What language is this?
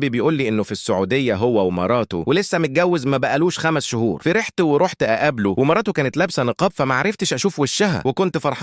Egyptian Arabic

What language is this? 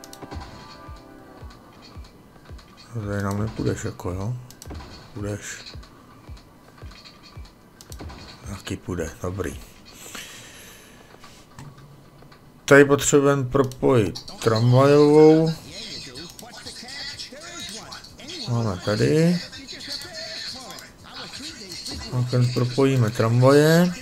Czech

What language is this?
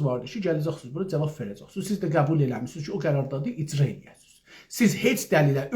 South Azerbaijani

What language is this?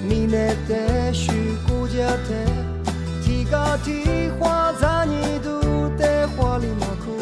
Lisu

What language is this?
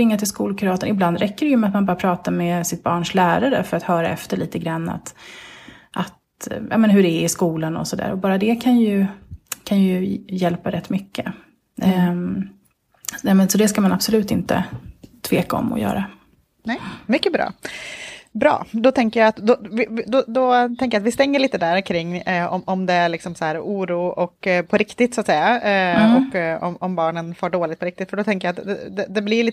Swedish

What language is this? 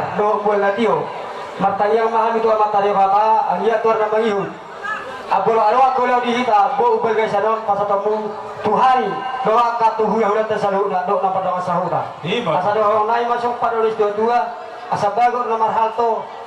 Batak Toba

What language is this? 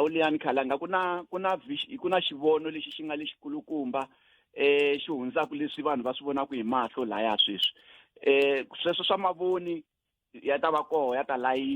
Tsonga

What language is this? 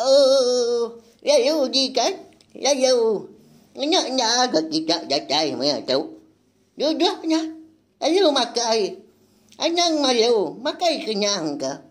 Iban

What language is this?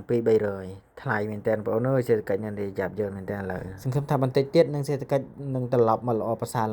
Khmer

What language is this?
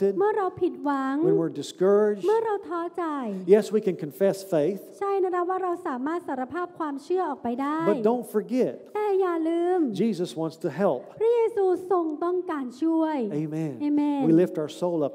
Thai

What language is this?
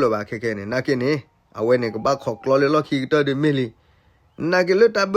S'gaw Karen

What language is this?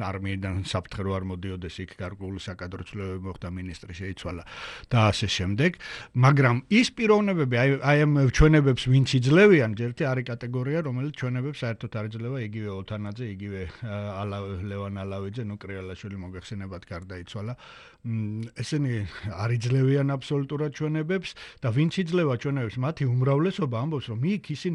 Georgian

